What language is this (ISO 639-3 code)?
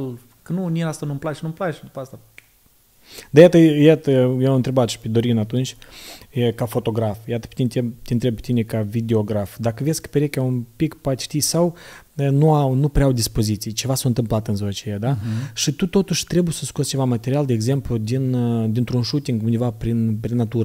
ron